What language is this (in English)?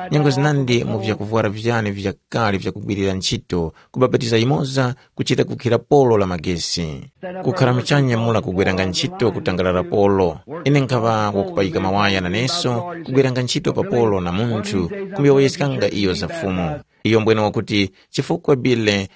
Tumbuka